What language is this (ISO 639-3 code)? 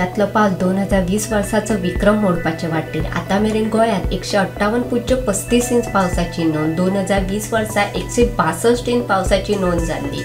kok